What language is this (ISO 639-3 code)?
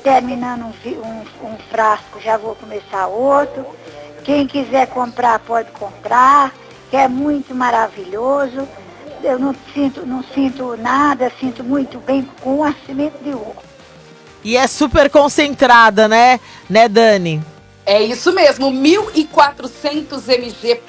por